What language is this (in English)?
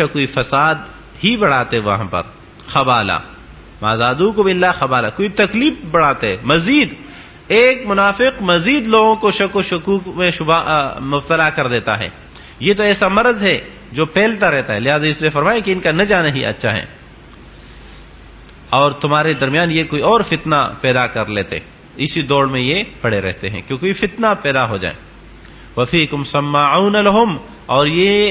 Urdu